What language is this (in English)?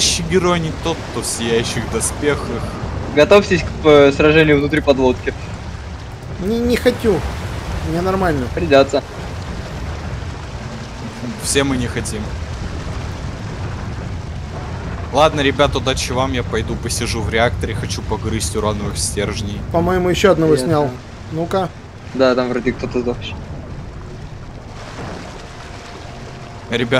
Russian